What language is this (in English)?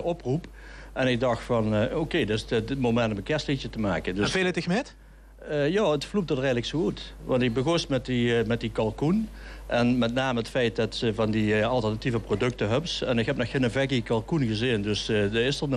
Limburgish